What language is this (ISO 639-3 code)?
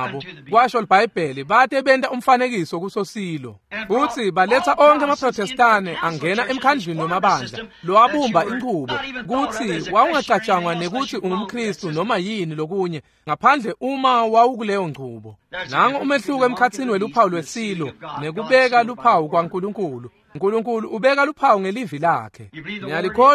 ssw